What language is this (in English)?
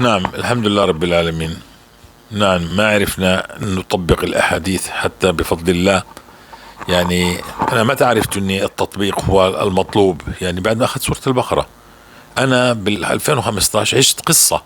North Levantine Arabic